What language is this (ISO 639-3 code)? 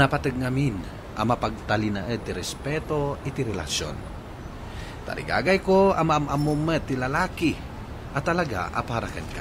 ilo